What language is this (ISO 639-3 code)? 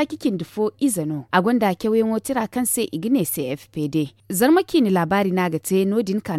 dje